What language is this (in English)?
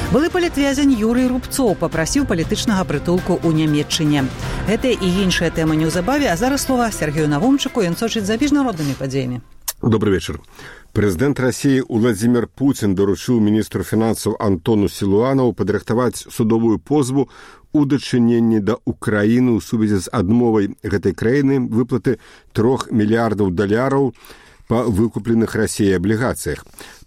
Belarusian